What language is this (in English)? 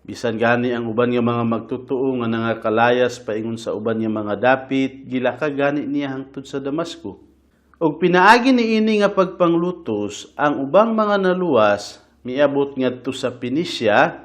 Cebuano